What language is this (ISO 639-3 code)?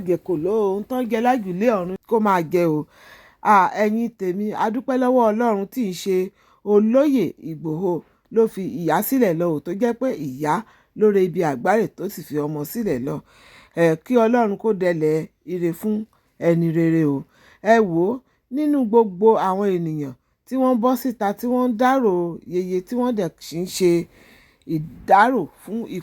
yor